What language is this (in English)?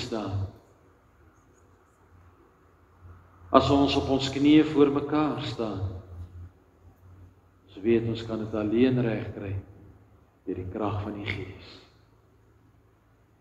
Afrikaans